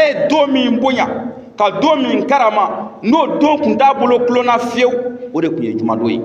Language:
Bambara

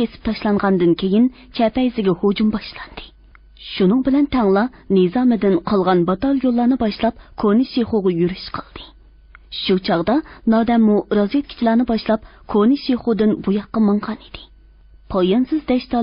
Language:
Uyghur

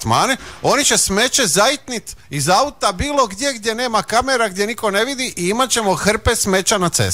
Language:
Croatian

